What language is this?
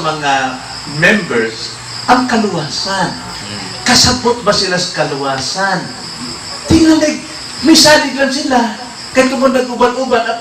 Cebuano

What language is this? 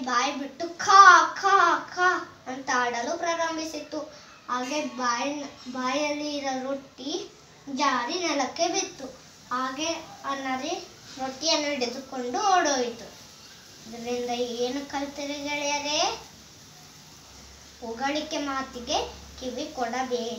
Kannada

